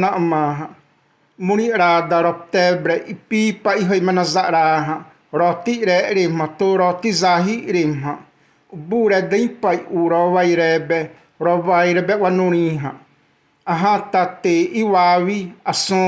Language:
Xavánte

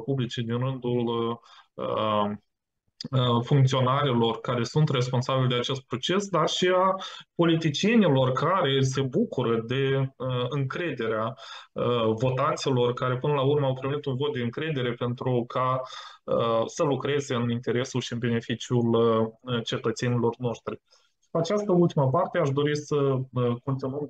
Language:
Romanian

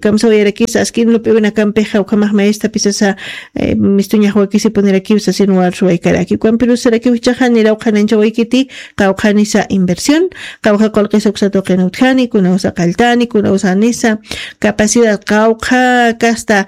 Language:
Aymara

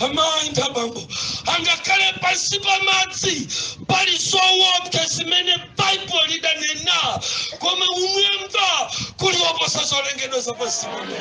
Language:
Nyanja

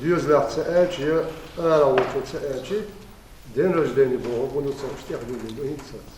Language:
Chechen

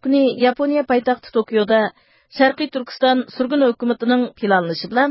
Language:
Uyghur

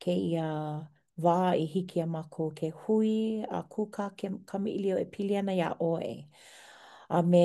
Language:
Hawaiian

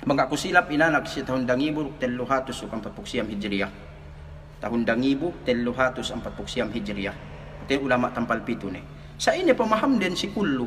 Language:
Yakan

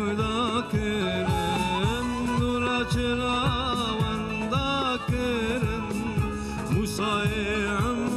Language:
Kurdish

